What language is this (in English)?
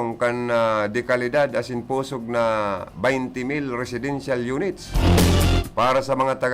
Bikol